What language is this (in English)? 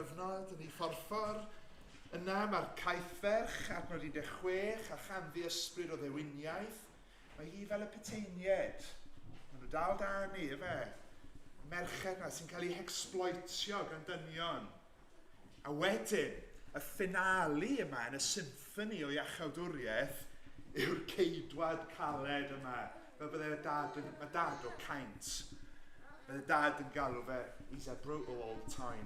Welsh